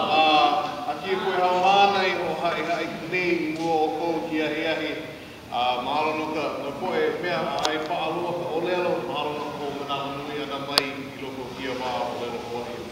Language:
Hawaiian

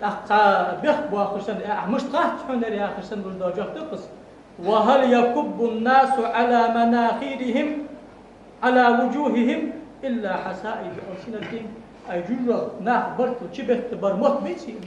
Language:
Ingush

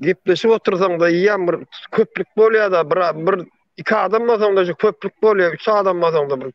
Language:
Turkmen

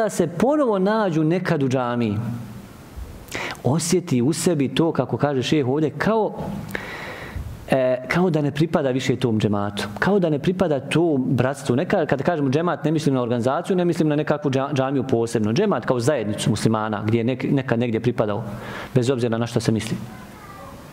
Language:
Bosnian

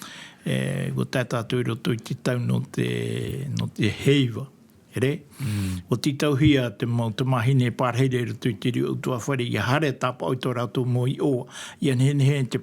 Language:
Tahitian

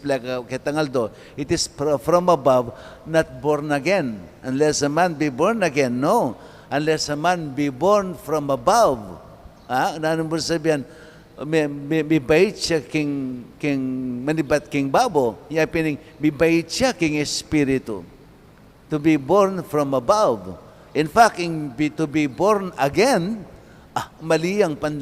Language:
Pampanga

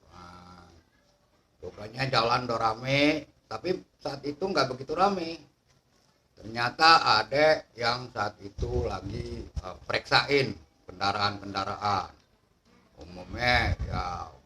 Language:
Betawi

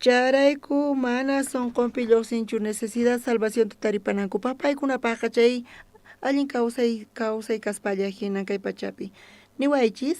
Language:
South Bolivian Quechua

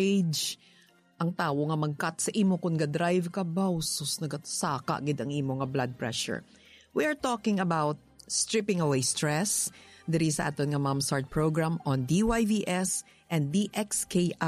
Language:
Hiligaynon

